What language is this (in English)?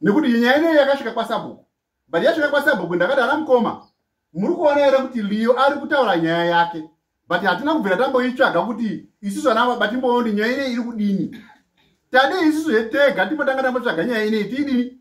Shona